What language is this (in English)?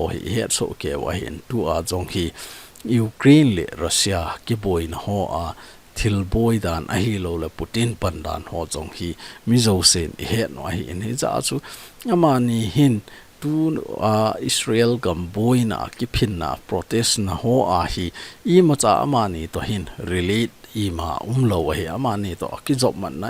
Thado Chin